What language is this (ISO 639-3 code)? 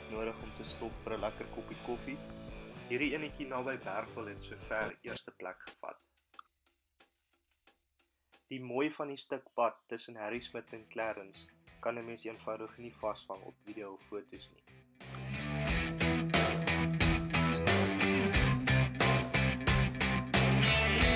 afr